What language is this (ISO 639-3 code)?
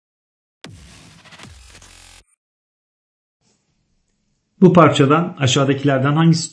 tur